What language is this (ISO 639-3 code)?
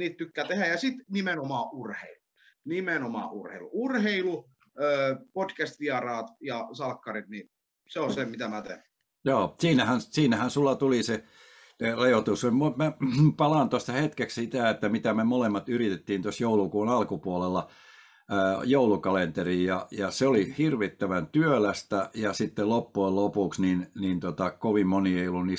fin